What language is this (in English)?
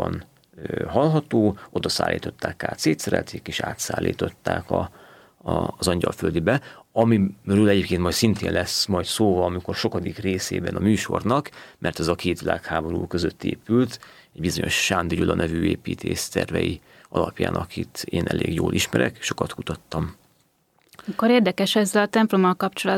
Hungarian